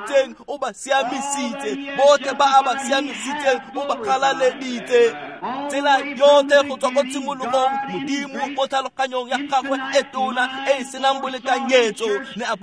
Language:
Tswana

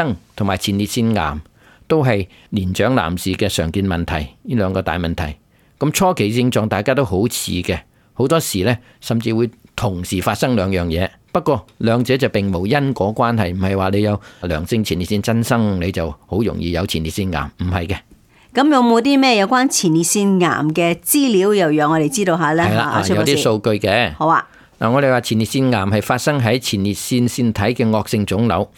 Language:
Cantonese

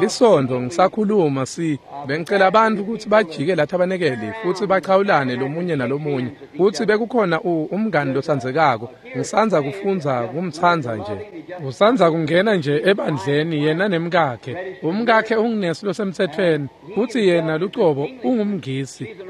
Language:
Swati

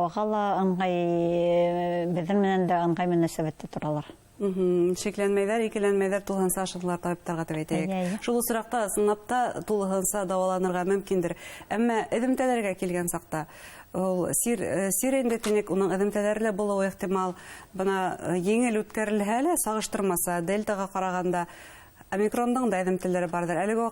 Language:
Bashkir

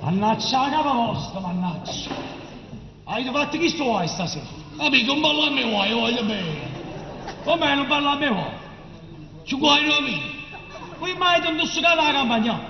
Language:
Neapolitan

